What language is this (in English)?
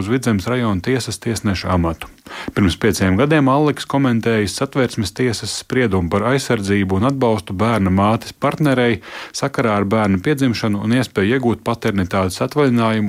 Latvian